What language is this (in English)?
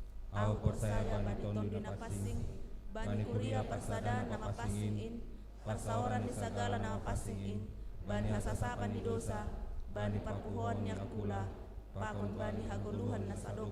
Batak Simalungun